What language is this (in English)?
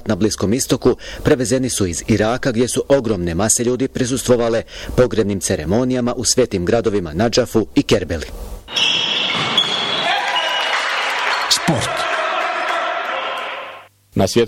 Bosnian